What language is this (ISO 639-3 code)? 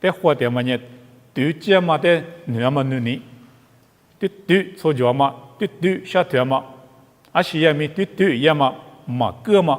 lis